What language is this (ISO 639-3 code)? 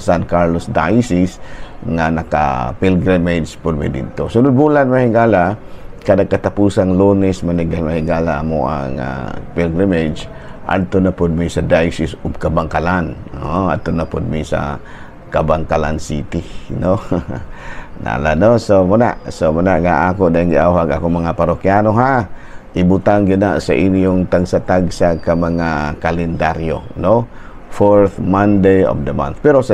ceb